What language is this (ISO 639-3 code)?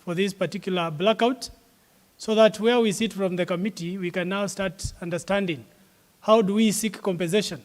kam